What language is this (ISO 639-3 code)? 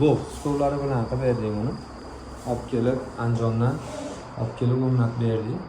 uzb